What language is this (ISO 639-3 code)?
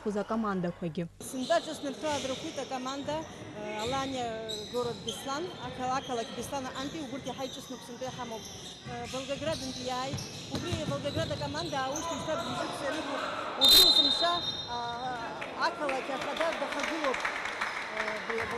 abk